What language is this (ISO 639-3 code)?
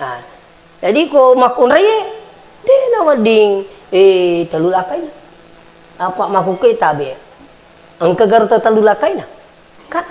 bug